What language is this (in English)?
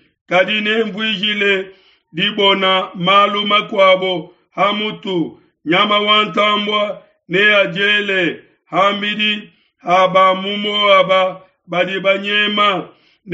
Luba-Lulua